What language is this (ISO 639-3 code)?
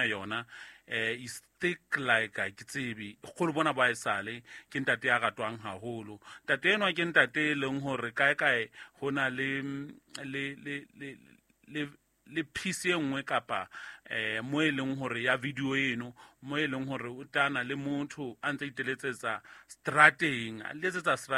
sot